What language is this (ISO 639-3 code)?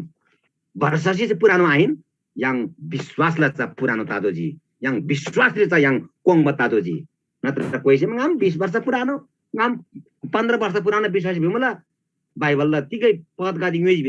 taj